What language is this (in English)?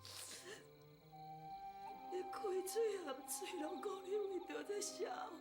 Min Nan Chinese